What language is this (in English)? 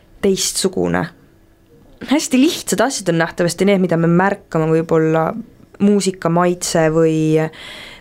Estonian